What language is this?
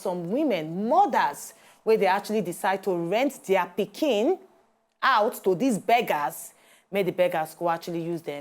Nigerian Pidgin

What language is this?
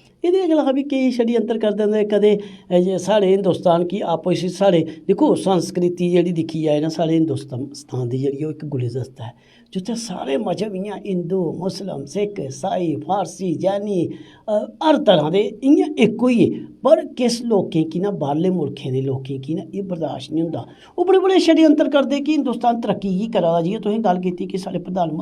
Dogri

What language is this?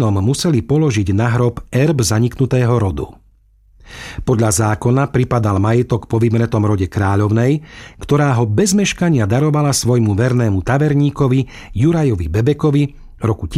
Slovak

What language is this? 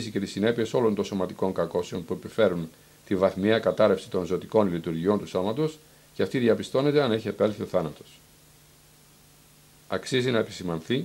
Greek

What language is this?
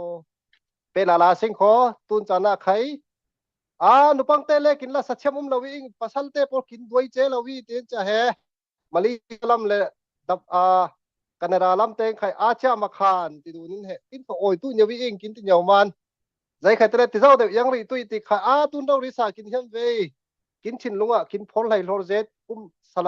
Falam Chin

